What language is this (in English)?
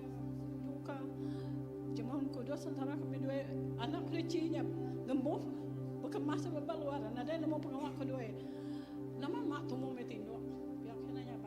Iban